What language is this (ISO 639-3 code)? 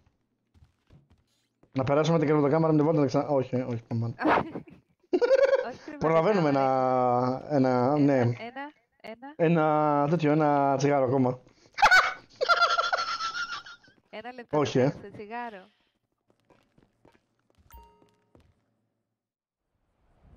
ell